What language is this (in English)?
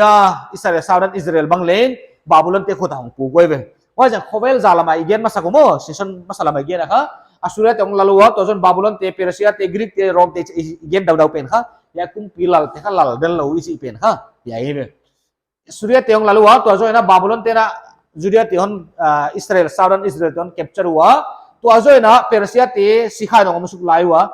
Paite Chin